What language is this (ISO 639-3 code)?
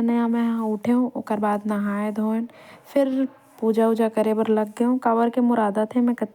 hne